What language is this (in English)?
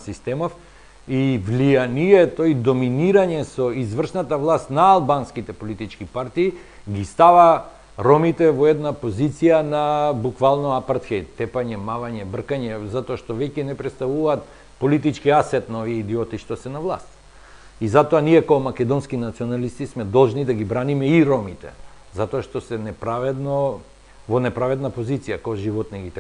Macedonian